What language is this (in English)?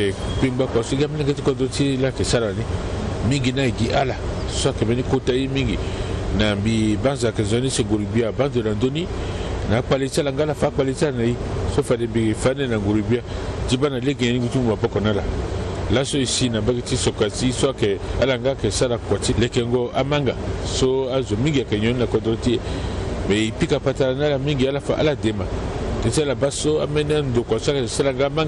Sango